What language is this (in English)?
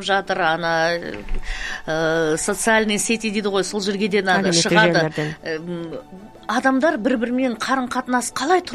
Kazakh